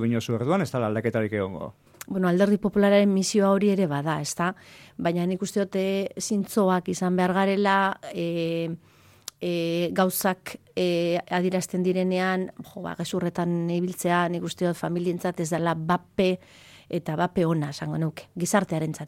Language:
Basque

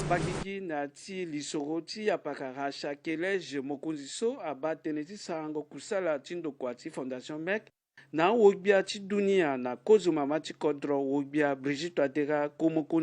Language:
Sango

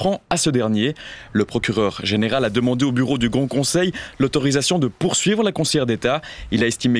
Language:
French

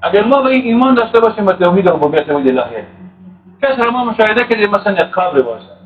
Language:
Tajik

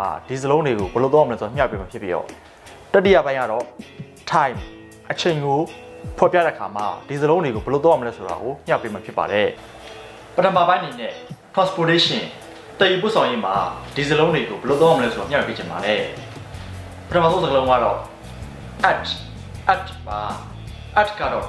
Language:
Burmese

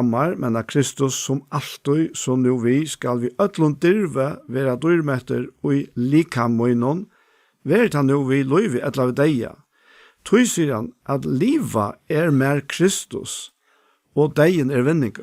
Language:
Faroese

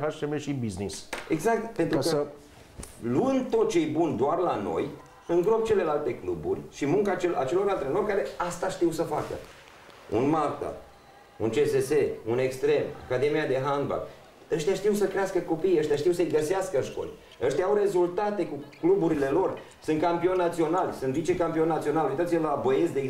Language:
Romanian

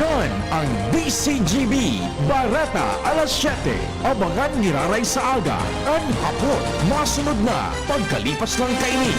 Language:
Bikol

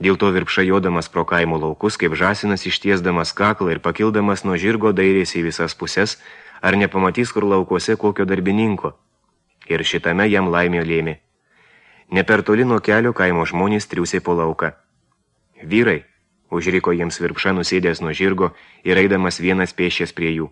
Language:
Lithuanian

